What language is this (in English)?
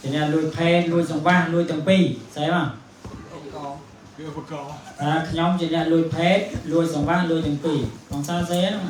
Khmer